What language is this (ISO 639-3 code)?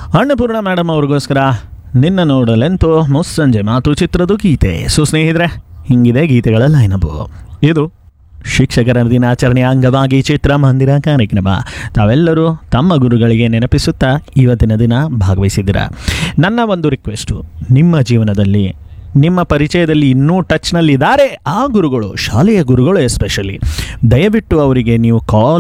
kan